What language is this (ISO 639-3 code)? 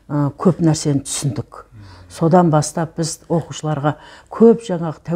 kaz